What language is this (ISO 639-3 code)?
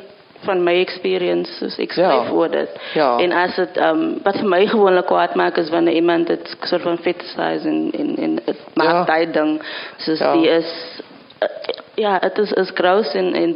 afr